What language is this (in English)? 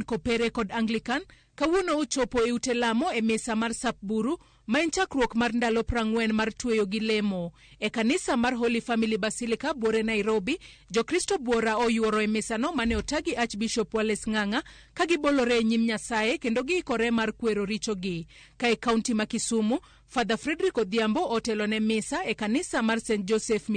Luo (Kenya and Tanzania)